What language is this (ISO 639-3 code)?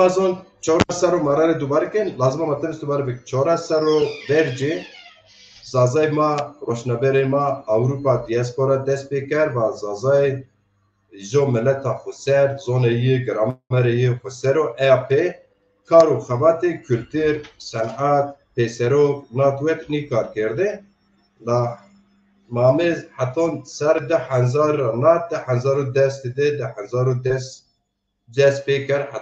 zza